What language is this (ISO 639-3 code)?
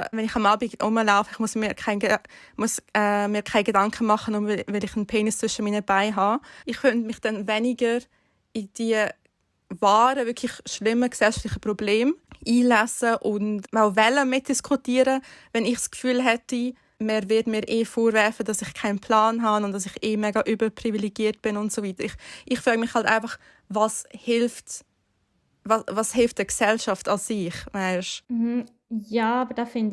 gsw